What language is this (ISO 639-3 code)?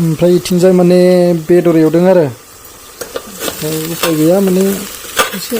brx